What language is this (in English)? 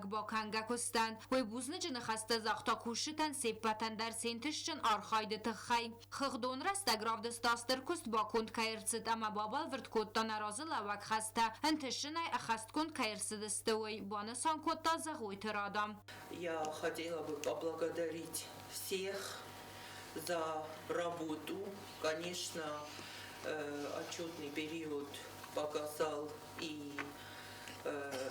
Ossetic